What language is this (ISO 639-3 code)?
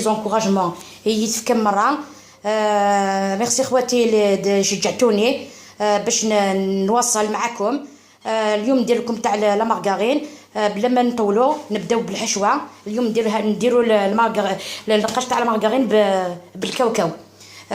arq